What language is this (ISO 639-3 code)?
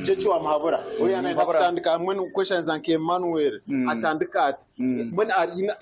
nyn